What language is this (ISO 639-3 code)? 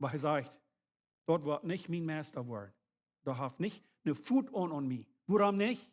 pdt